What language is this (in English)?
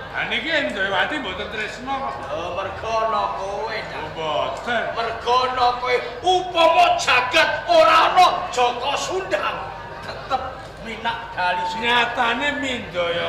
Javanese